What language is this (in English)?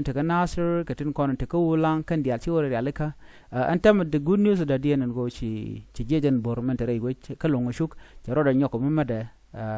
Nuer